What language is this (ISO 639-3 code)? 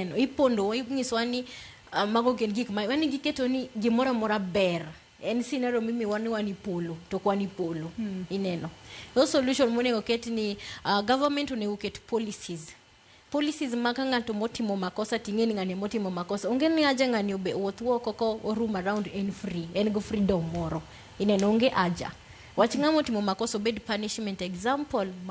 luo